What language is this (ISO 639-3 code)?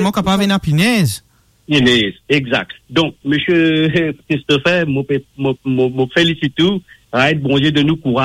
mfe